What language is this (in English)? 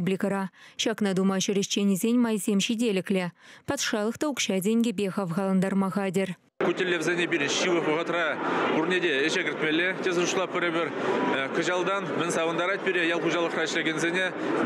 Chuvash